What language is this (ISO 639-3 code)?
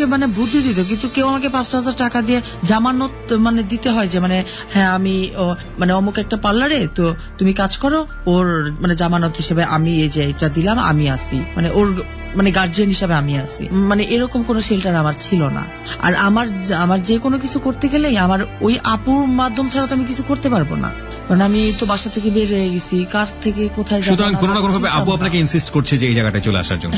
ben